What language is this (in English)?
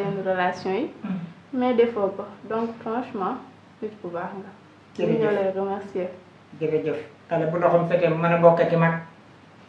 Wolof